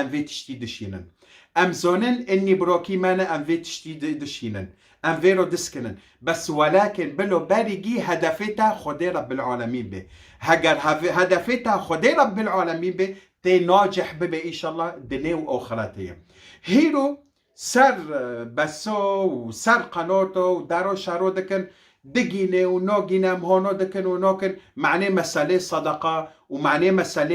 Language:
Kurdish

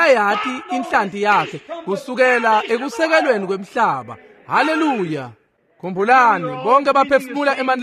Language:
Swati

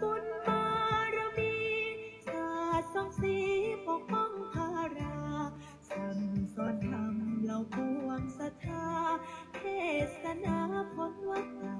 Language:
Pali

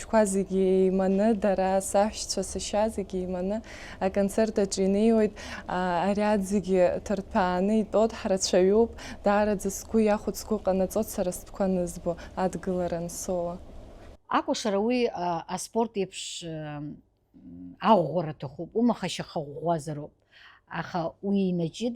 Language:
Abkhazian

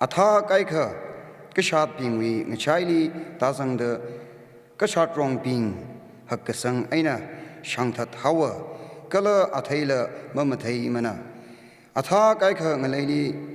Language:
Tangkhul Naga (India)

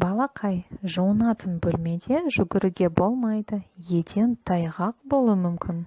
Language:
Kazakh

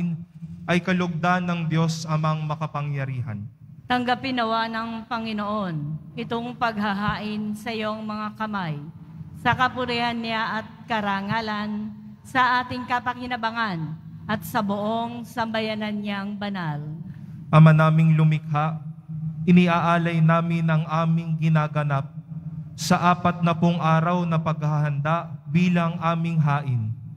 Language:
Filipino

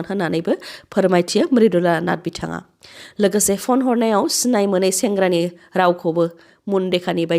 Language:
Bodo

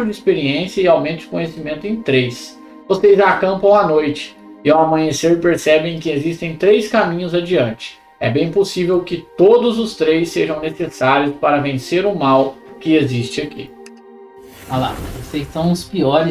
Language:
Portuguese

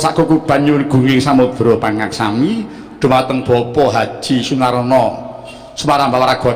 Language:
Javanese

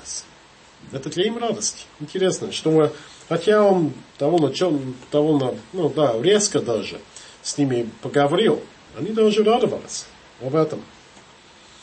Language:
Russian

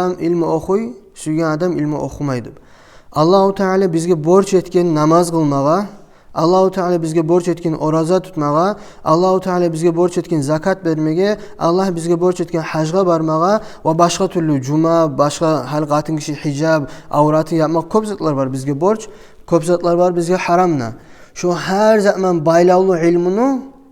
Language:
Kumyk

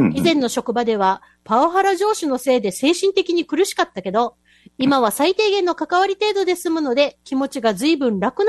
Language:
Japanese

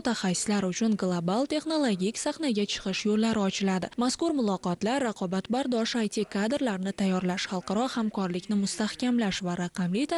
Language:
Uzbek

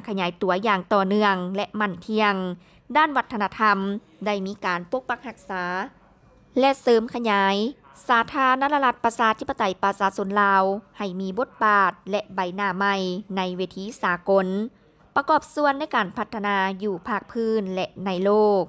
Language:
Lao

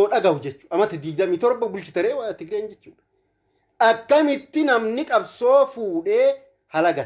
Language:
Oromo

